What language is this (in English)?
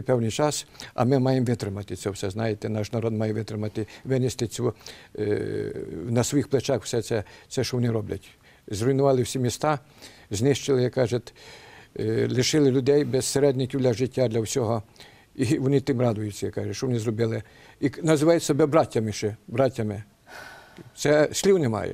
Ukrainian